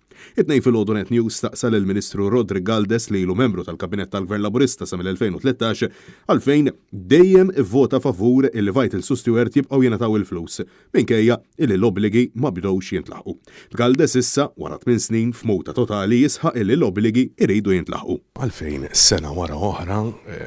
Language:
Maltese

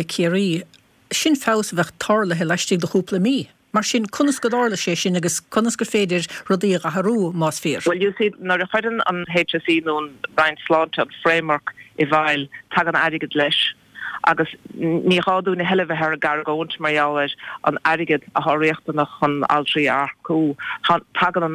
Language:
Irish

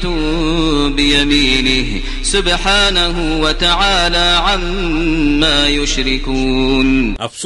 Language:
Kashmiri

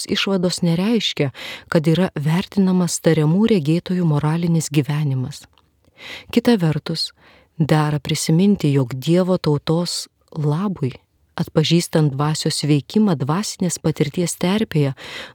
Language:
Lithuanian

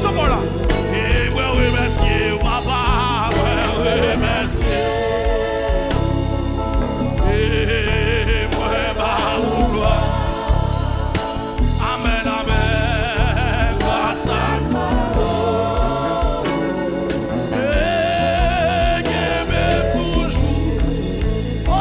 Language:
French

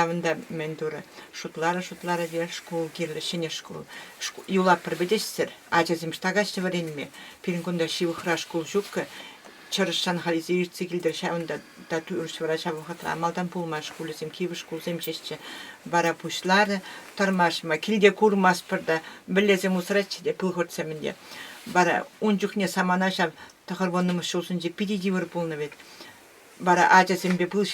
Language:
Chuvash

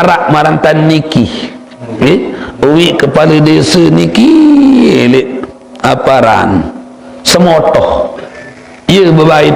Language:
Sasak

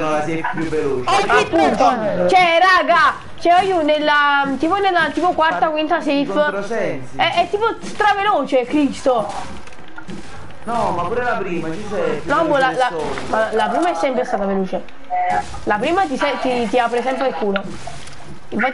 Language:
Italian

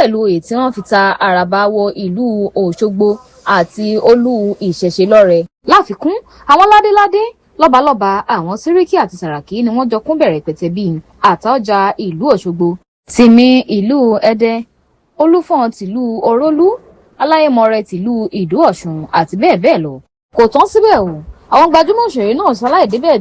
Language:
Yoruba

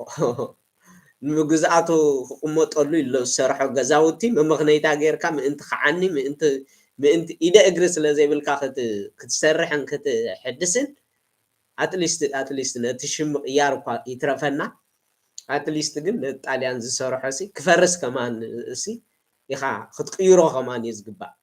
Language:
Tigrinya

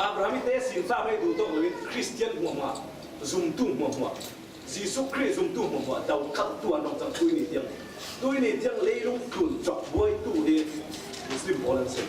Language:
Falam Chin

